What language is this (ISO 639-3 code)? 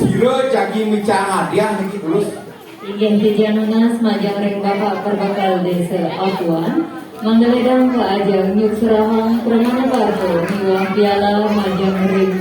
ban